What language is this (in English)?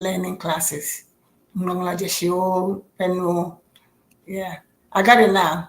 Ewe